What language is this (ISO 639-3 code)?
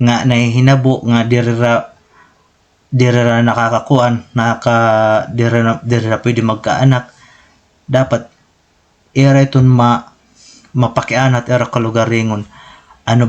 war